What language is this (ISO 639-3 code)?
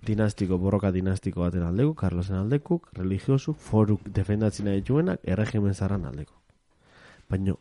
eus